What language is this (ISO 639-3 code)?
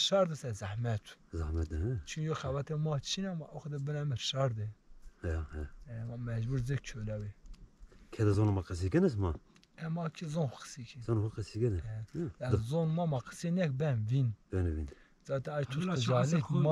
zza